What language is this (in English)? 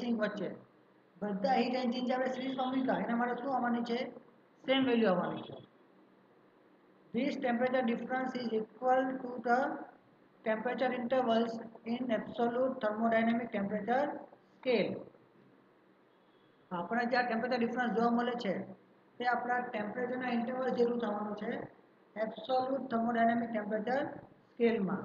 Gujarati